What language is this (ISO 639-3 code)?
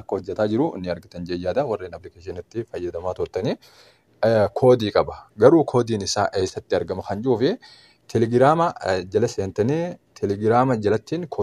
orm